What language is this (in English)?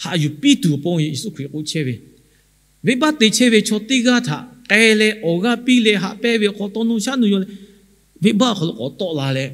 Lahu